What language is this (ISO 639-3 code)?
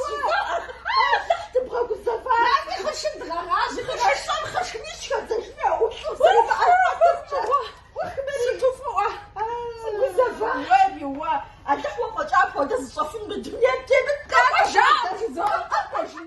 kbd